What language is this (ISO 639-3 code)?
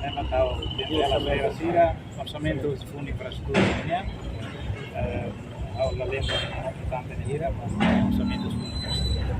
tet